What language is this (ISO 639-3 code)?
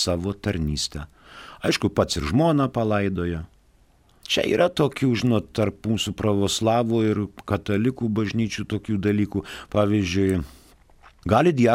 lit